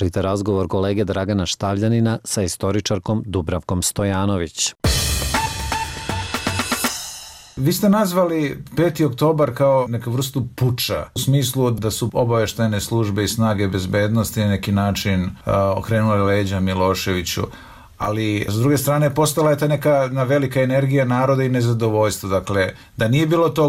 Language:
Serbian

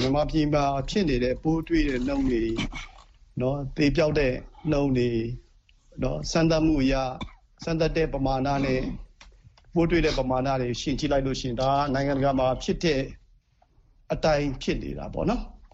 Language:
Burmese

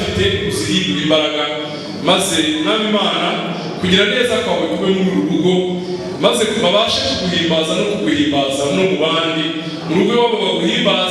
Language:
Kinyarwanda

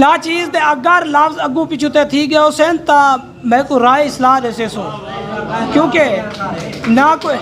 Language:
Saraiki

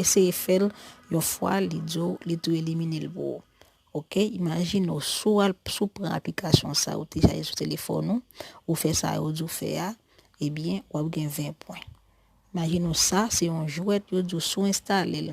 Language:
Haitian Creole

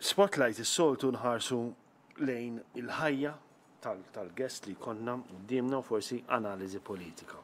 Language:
Maltese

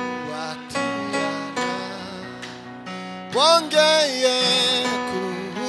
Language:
Kinyarwanda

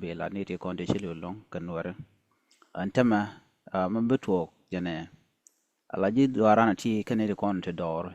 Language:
Nuer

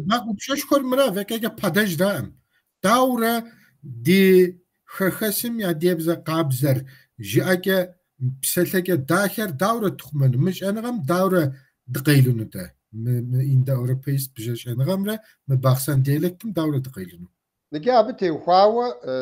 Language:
Kabardian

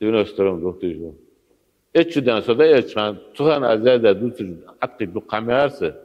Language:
Ingush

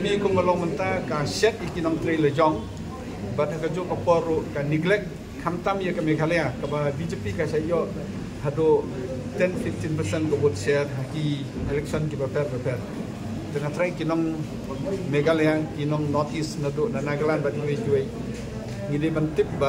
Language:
Khasi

